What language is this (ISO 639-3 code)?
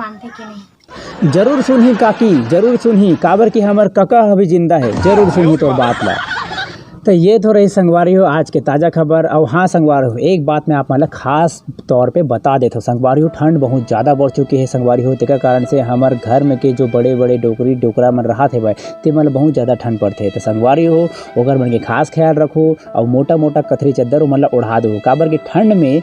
hne